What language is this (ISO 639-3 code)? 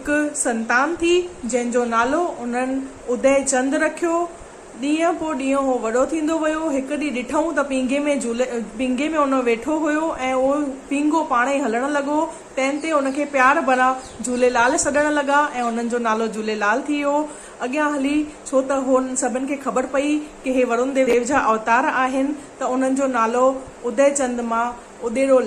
snd